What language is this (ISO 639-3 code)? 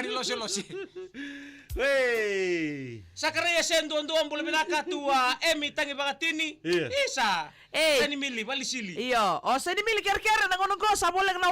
fij